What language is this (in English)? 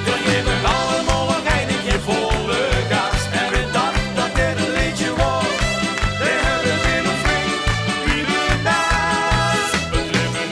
Limburgish